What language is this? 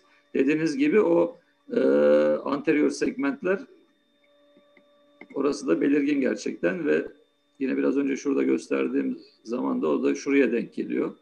Turkish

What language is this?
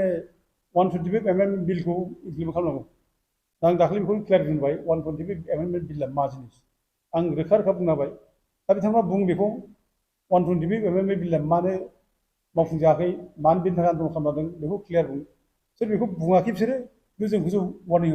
Bodo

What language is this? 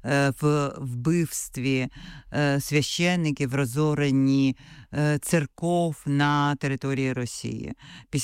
Ukrainian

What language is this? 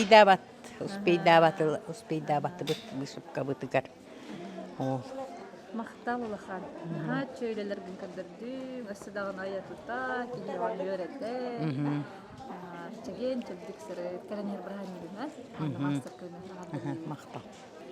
Yakut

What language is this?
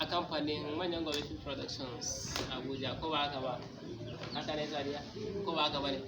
Hausa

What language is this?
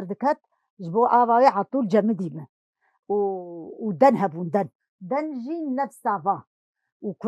Kurdish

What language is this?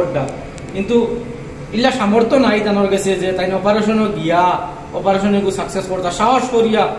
Sylheti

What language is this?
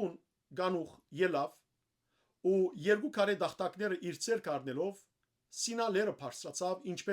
Western Armenian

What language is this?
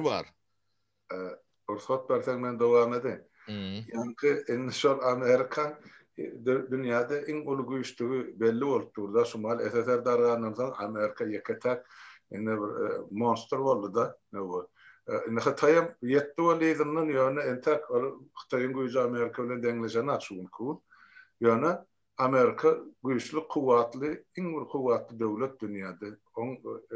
Turkmen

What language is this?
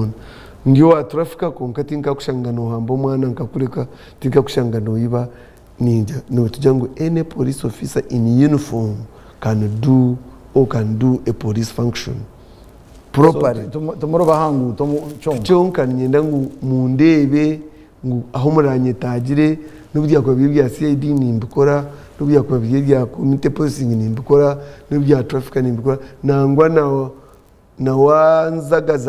Nyankole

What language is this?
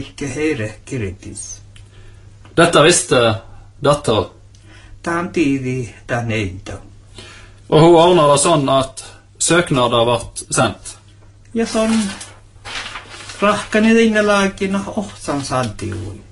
Norwegian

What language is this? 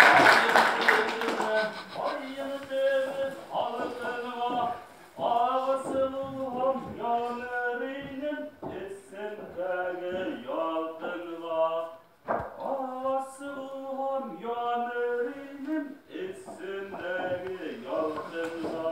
Bashkir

